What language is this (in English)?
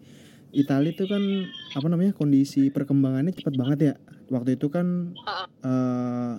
Indonesian